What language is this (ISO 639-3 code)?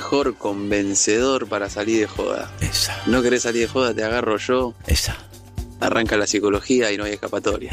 spa